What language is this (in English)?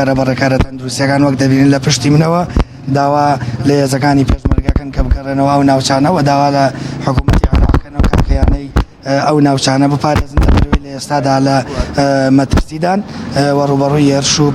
Central Kurdish